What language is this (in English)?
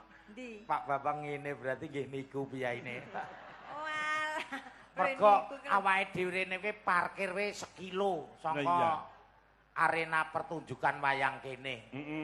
Javanese